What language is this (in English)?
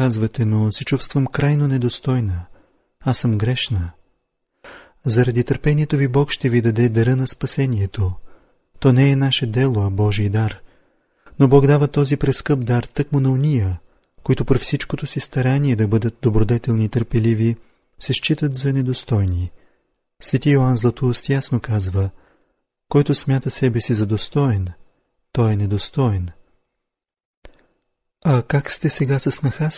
Bulgarian